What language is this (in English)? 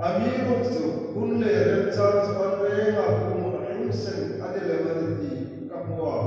Hmar